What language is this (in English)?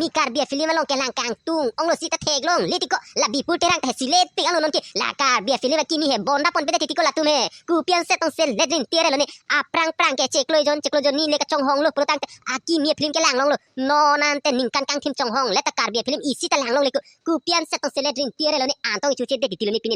Karbi